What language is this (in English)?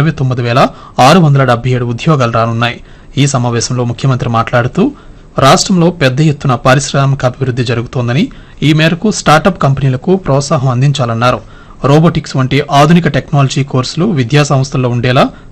Telugu